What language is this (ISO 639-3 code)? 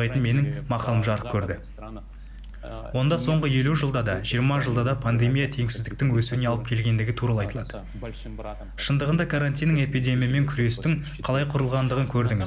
kaz